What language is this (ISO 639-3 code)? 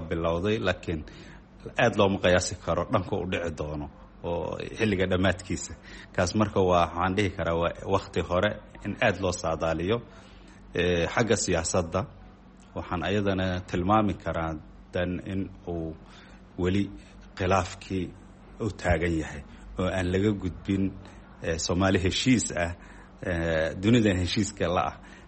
som